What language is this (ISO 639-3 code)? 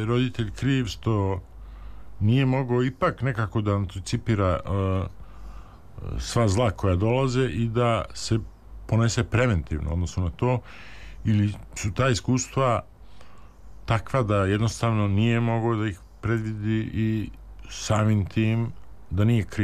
srp